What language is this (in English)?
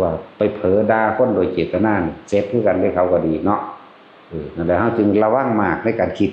Northeastern Thai